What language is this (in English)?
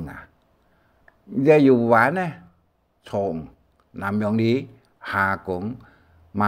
Hakka Chinese